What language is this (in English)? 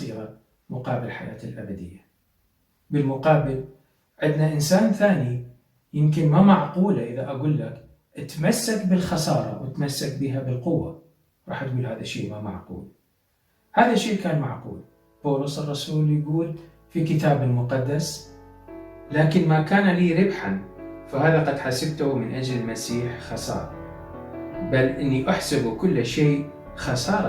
Mesopotamian Arabic